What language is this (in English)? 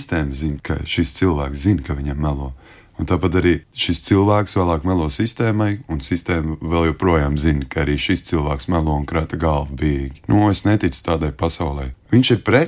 Latvian